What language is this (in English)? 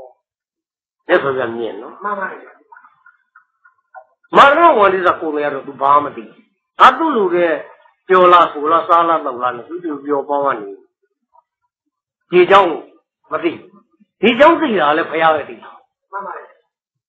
Burmese